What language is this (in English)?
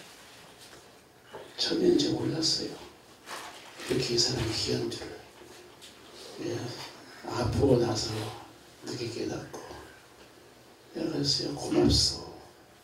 Korean